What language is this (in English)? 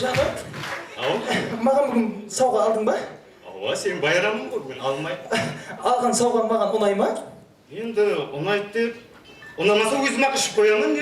Kara-Kalpak